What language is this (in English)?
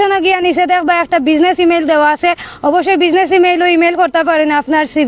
Sylheti